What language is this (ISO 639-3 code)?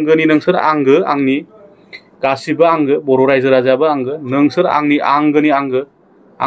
brx